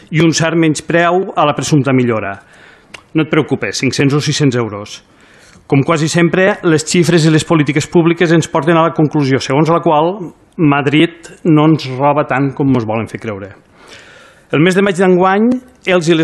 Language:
Catalan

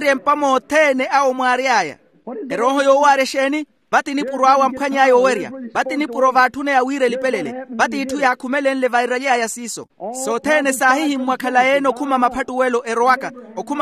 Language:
Makhuwa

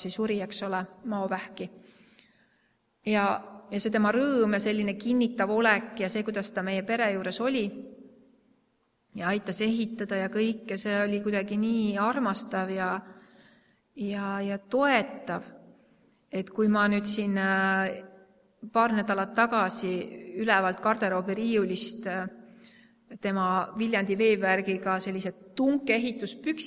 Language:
Estonian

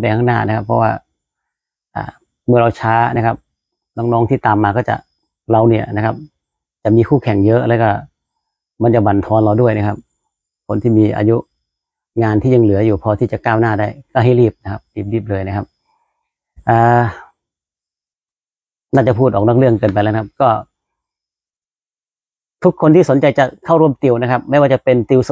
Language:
Thai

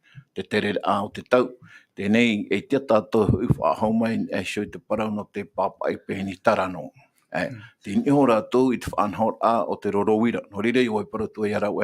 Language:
Tahitian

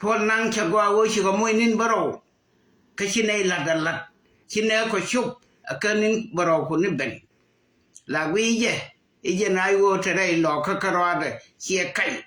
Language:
Nuer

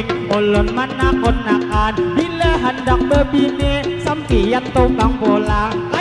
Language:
Banjar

